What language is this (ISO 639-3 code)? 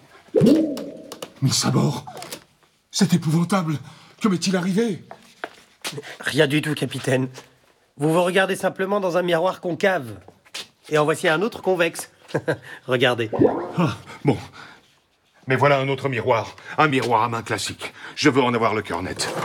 fra